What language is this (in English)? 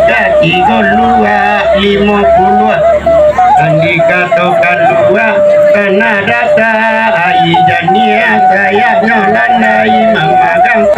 Minangkabau